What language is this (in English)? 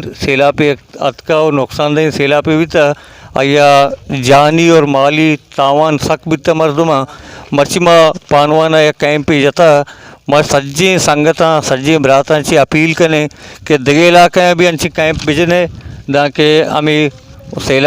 Baluchi